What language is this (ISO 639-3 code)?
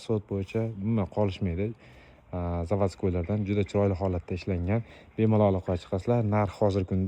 uzb